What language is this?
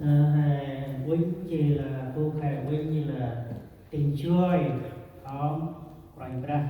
Central Mnong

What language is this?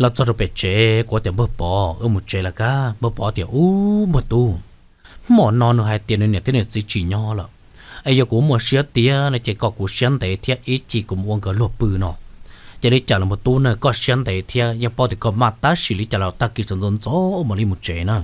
Hmong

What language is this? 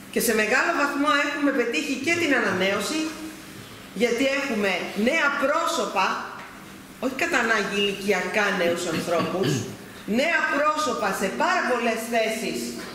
Greek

